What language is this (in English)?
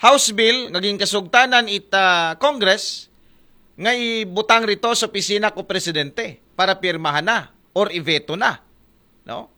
Aklanon